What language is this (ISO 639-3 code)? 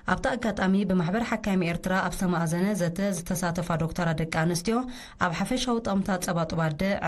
tir